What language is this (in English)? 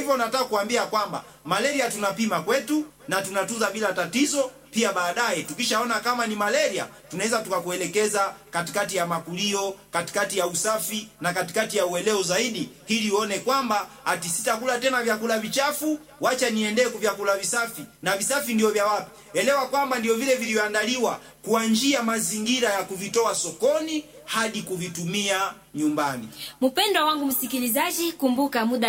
Swahili